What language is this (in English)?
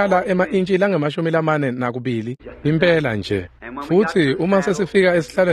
Swati